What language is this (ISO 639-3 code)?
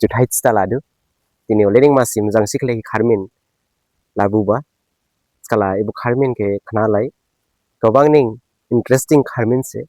dis